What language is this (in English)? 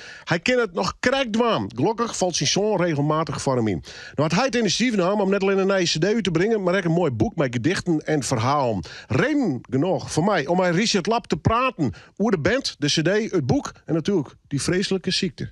Western Frisian